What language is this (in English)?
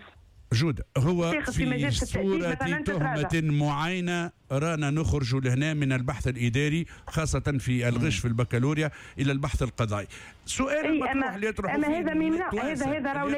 Tunisian Arabic